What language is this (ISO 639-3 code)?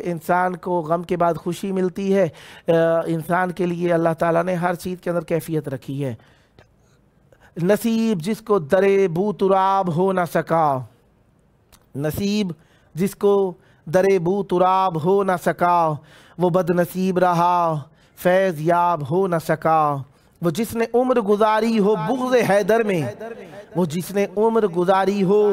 urd